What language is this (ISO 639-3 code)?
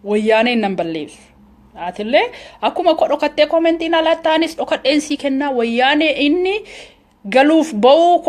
orm